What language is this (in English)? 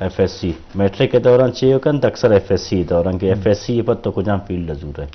Eastern Balochi